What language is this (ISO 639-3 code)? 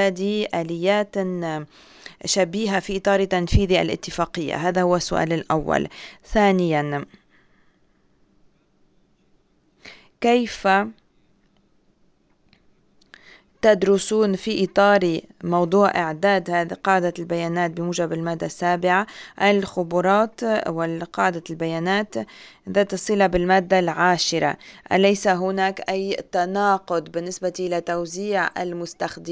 ara